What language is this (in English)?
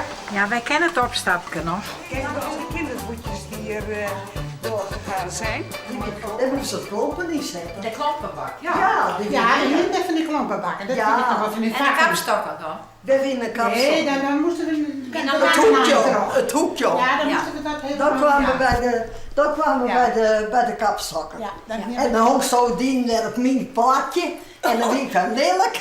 Western Frisian